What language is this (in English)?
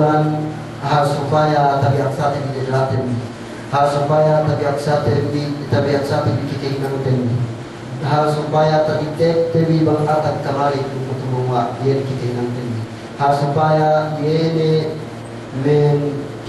Yakan